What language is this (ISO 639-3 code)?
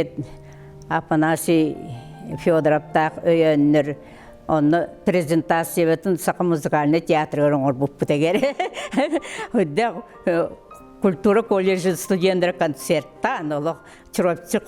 sah